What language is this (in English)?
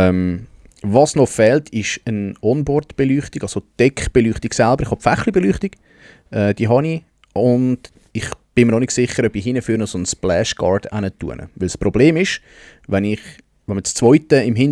Swiss German